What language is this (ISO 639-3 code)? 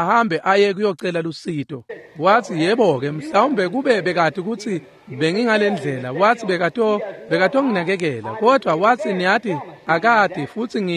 ssw